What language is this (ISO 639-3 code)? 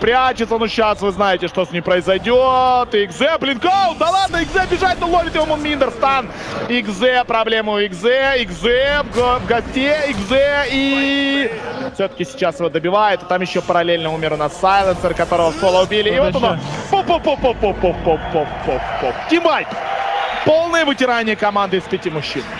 rus